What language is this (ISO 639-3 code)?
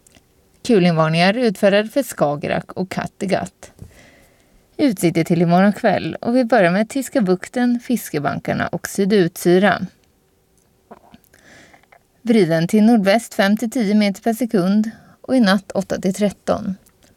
swe